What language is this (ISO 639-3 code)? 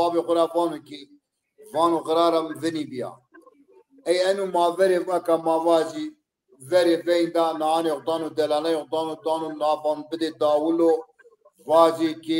zza